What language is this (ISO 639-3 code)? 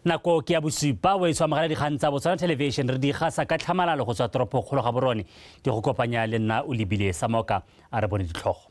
tsn